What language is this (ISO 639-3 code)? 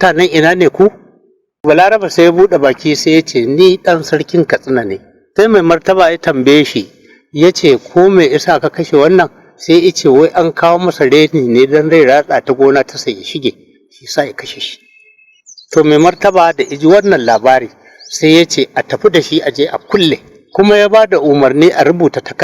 hau